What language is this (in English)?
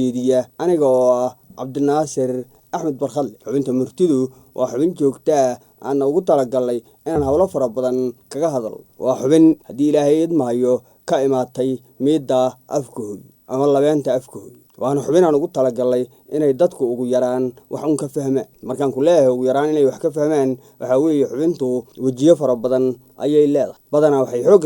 Somali